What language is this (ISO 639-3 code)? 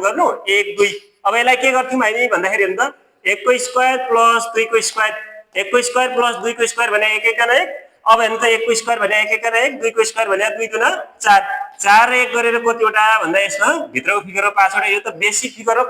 nep